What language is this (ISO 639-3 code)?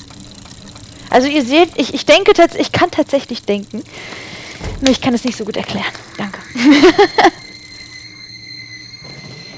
deu